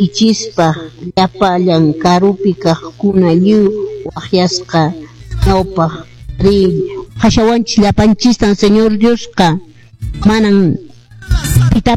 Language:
Quechua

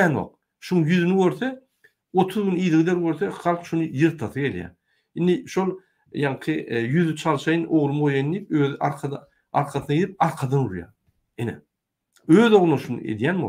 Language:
Turkmen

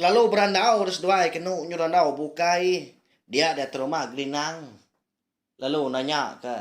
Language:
Iban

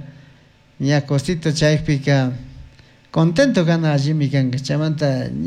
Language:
Chimborazo Highland Quichua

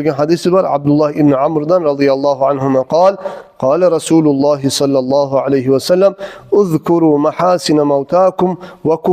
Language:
Kumyk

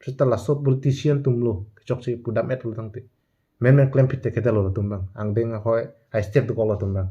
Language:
Karbi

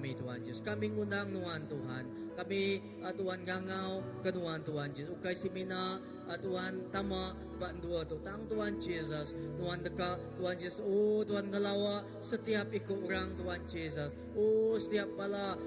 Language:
Iban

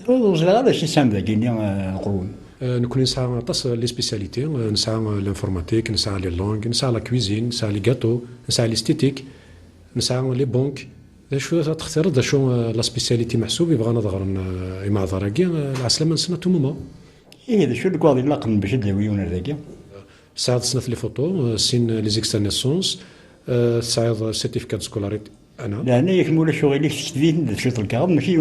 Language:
Kabyle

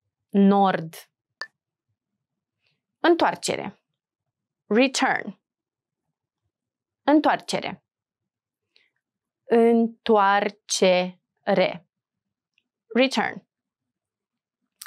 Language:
Romanian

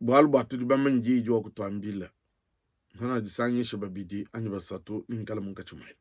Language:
Luba-Lulua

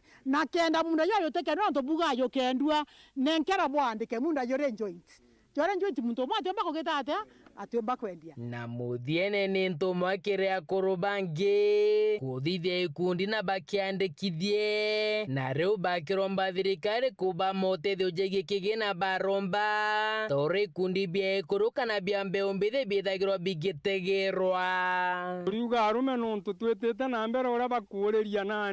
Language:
Meru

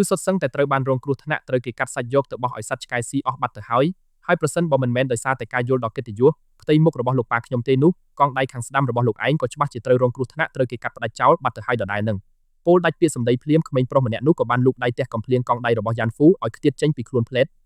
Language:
Khmer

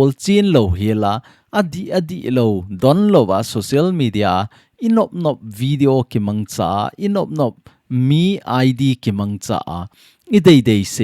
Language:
Thado Chin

